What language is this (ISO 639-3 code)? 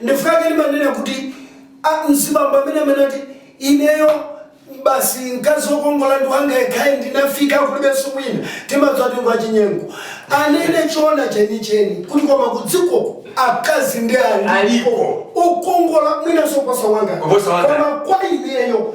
nya